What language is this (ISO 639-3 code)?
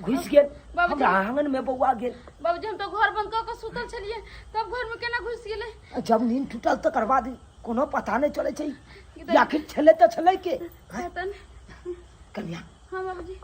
mai